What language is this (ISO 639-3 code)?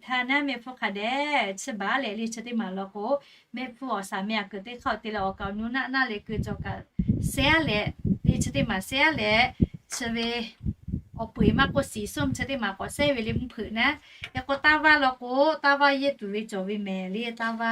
lhu